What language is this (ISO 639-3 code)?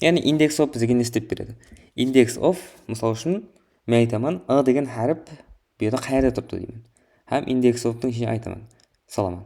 kaa